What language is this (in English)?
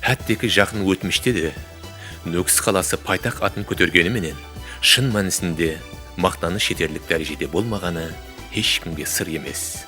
Kara-Kalpak